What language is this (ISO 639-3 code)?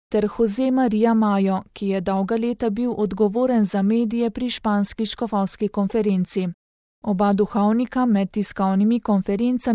slv